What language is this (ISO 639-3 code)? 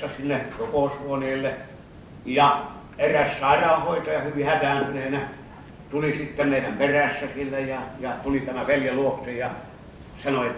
fin